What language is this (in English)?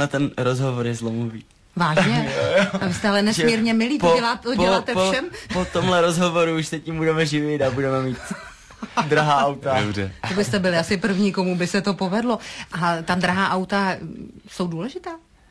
Czech